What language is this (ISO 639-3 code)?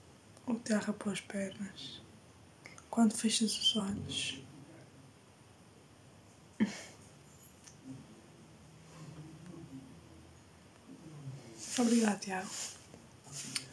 por